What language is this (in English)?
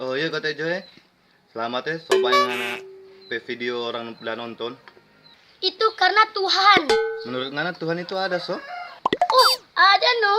Manado Malay